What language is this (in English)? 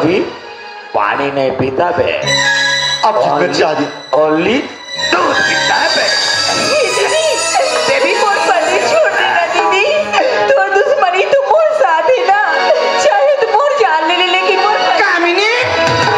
Chhattisgarhi